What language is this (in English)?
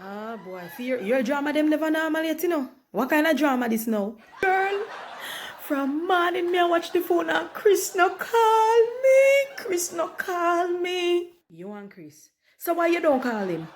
Jamaican Creole English